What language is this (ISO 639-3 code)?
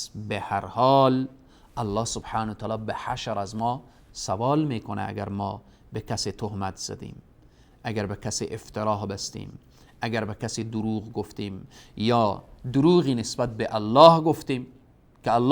fas